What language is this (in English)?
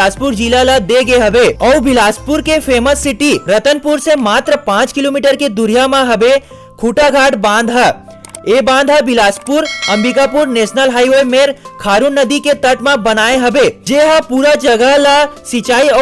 Chhattisgarhi